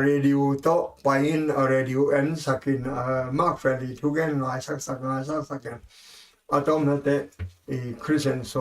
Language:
Tedim Chin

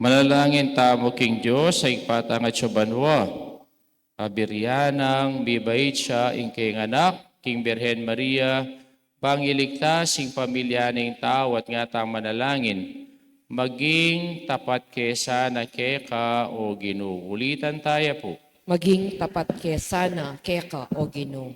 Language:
Pampanga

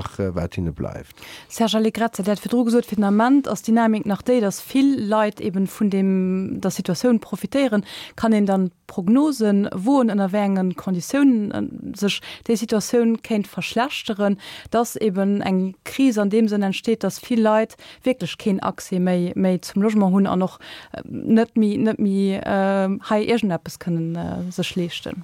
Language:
Luxembourgish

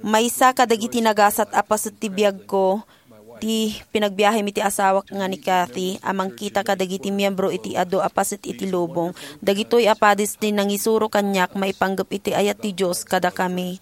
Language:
Iloko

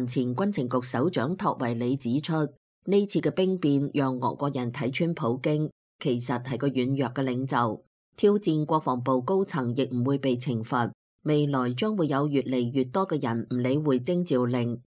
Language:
Cantonese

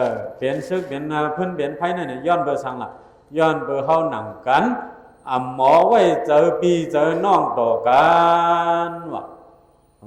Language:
Shan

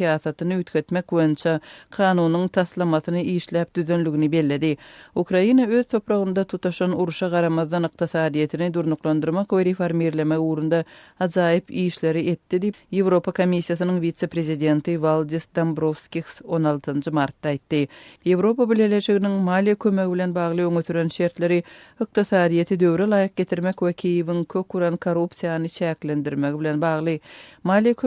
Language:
Turkmen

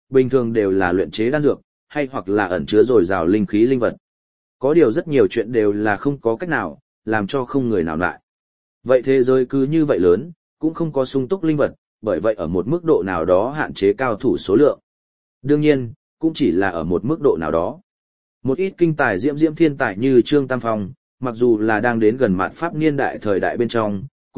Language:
Vietnamese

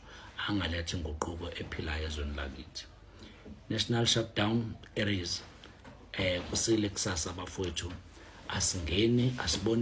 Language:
Zulu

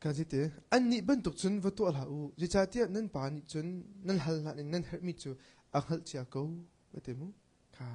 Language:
Hakha Chin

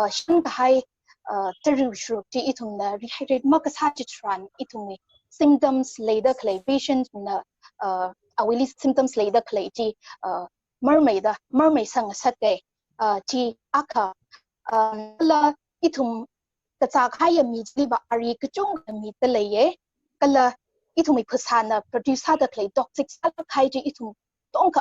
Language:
Tangkhul Naga (India)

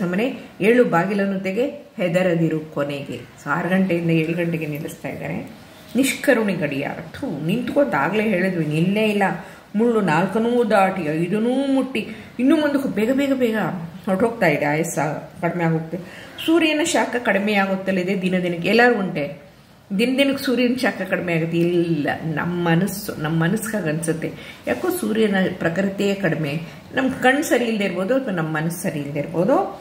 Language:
Kannada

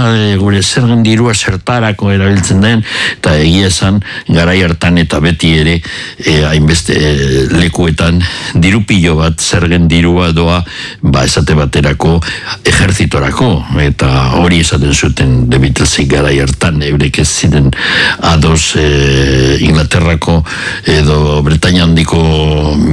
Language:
Basque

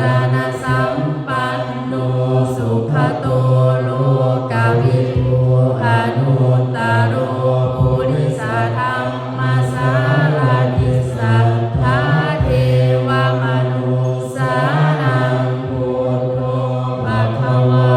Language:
Pali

